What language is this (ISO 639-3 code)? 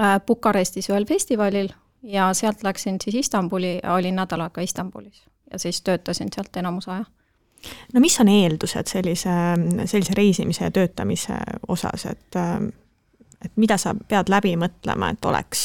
est